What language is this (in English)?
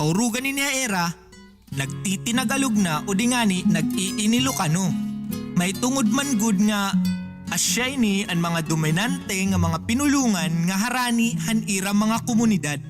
Waray